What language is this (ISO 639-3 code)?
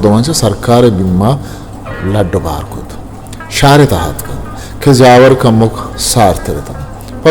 bgp